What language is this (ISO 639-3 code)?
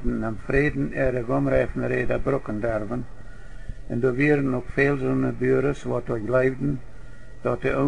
pdt